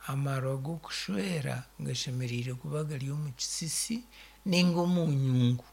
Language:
Nyankole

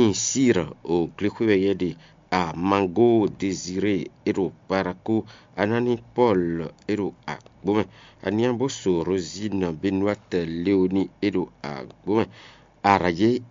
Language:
Fon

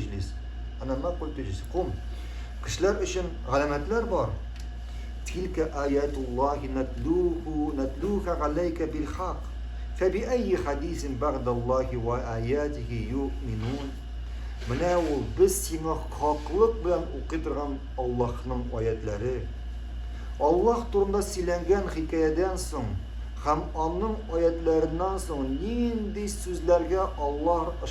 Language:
Tatar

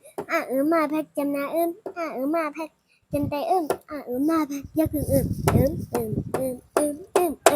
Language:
Shan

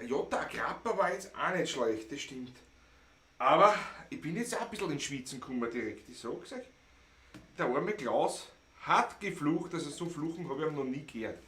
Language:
Bavarian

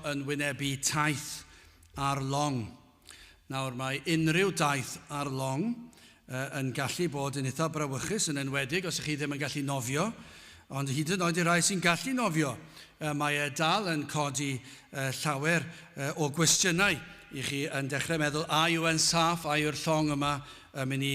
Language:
Welsh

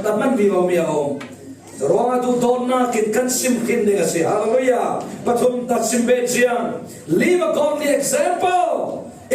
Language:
Falam Chin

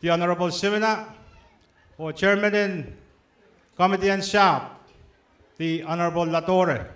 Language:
Pohnpeian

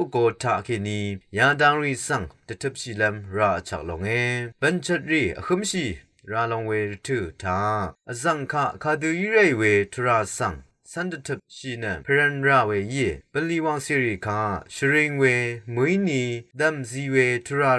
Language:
Rawang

